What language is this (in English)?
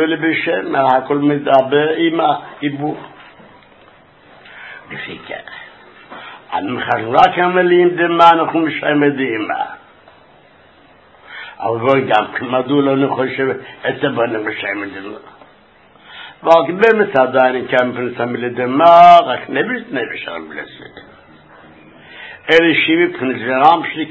Hebrew